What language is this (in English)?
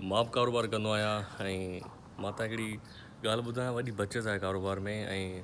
Sindhi